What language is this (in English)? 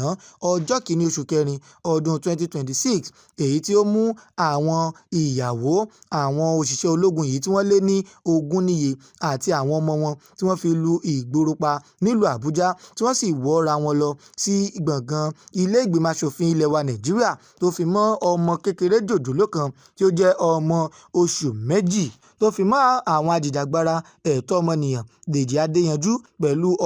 Yoruba